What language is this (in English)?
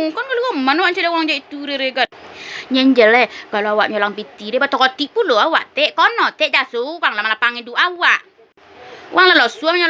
Minangkabau